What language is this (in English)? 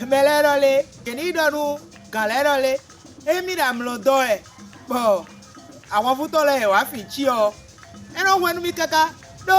Fon